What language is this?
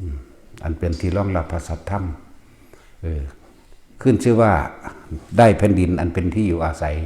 Northeastern Thai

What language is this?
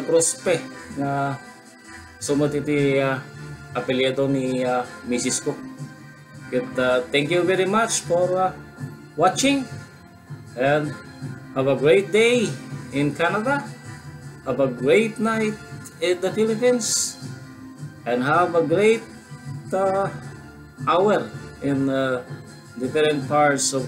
Iloko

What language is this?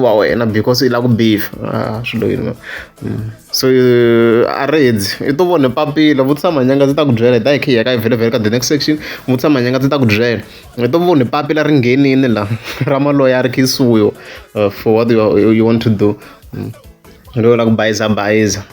Tsonga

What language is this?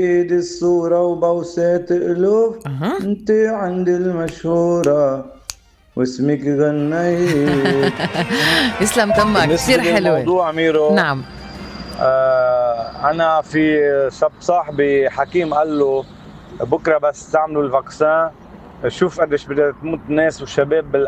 North Levantine Arabic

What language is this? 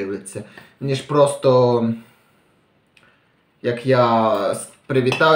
Ukrainian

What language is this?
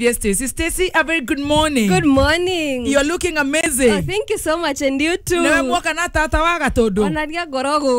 Kikuyu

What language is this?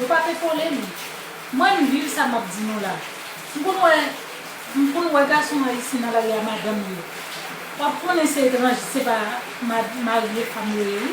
Haitian Creole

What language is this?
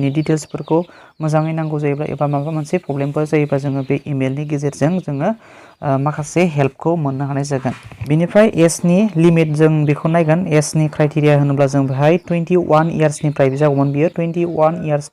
Bodo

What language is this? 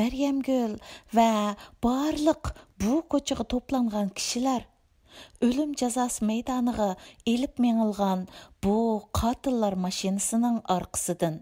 Uyghur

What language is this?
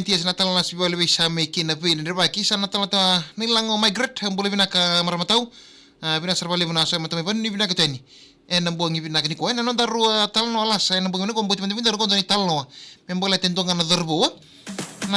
Fijian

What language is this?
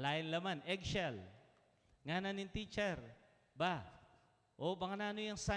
Pampanga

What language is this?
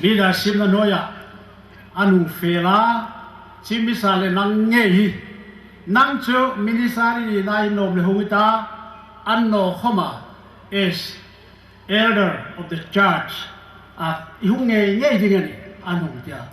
Hmar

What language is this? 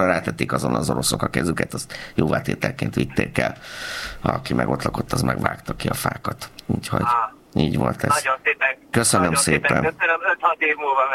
Hungarian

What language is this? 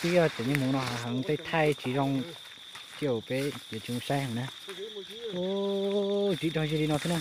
Hmong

